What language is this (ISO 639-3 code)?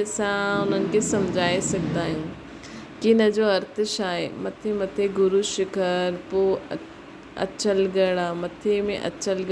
snd